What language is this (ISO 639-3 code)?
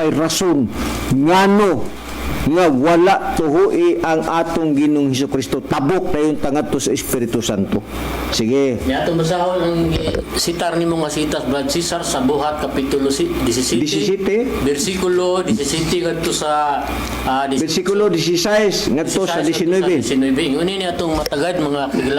ceb